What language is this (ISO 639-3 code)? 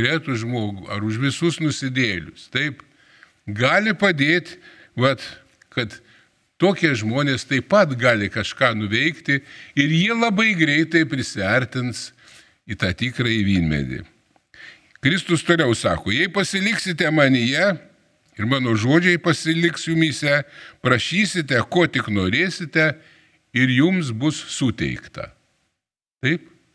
lit